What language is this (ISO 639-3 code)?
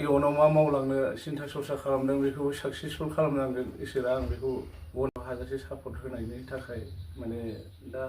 brx